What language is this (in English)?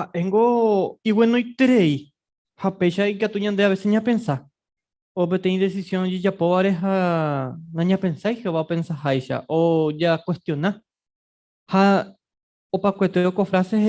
Guarani